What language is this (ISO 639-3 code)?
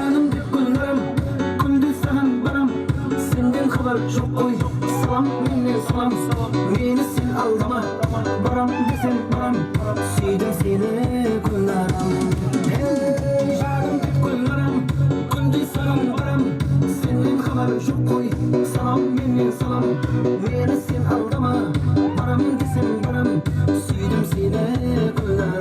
kaa